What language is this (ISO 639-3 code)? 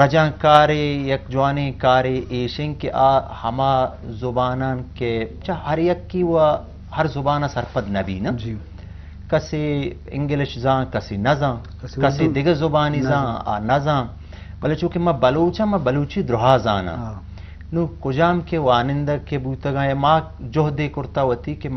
bgp